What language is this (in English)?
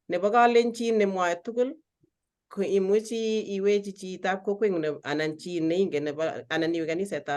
Kalenjin